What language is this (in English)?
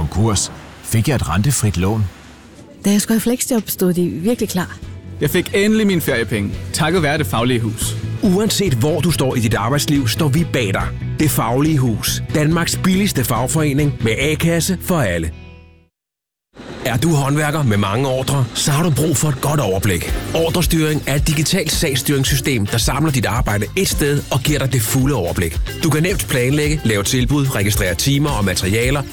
Danish